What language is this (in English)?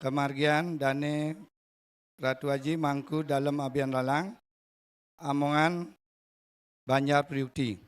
Balinese